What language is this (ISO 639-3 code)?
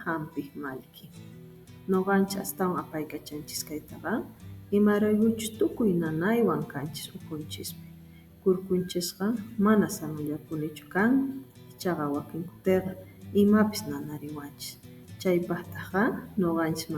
que